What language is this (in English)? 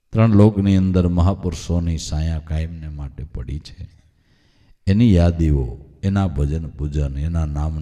Gujarati